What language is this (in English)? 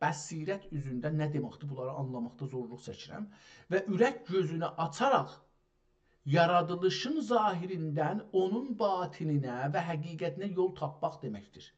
South Azerbaijani